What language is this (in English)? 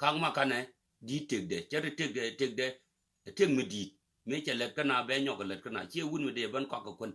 Nuer